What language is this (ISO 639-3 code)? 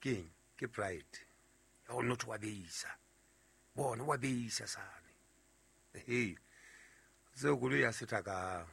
sot